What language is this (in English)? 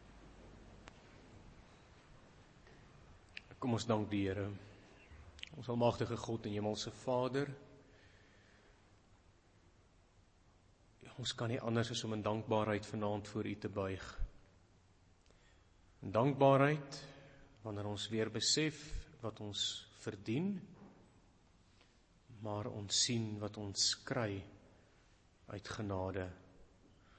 Afrikaans